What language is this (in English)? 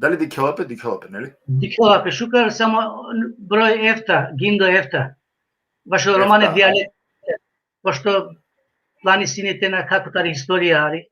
Balkan Romani